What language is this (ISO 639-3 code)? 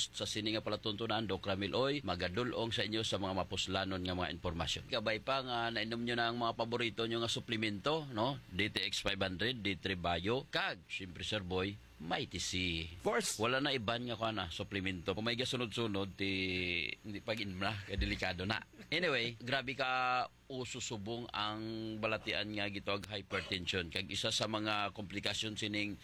hil